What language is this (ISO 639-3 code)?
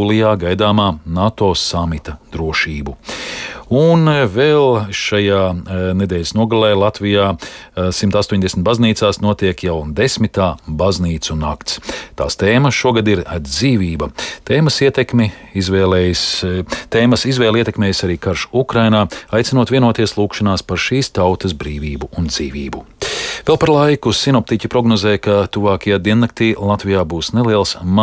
lav